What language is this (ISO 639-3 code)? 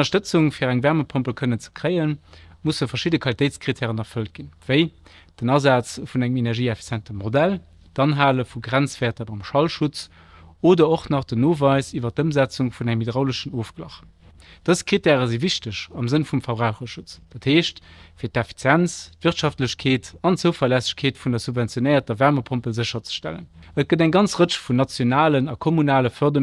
ltz